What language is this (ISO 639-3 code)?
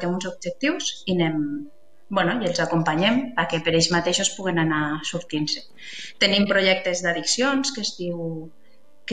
cat